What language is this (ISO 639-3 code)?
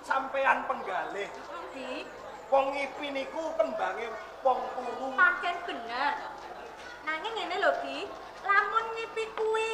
jav